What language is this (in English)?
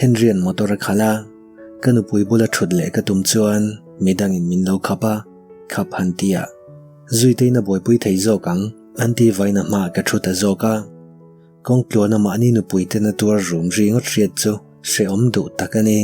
Mizo